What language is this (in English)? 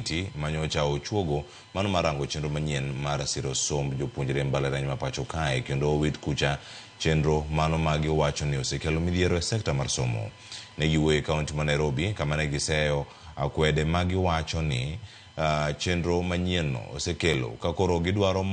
Luo (Kenya and Tanzania)